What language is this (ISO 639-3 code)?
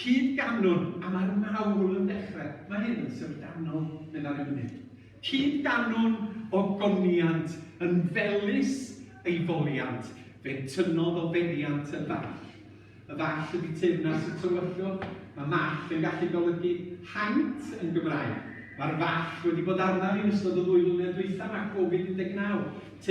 cym